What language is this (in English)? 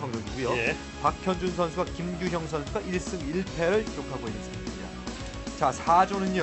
Korean